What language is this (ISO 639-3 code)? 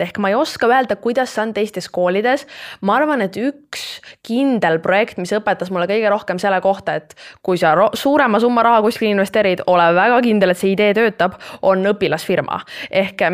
est